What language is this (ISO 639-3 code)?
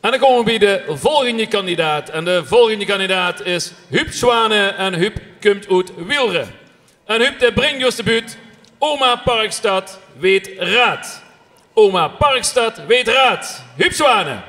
lim